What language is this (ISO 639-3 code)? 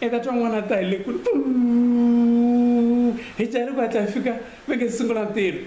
tso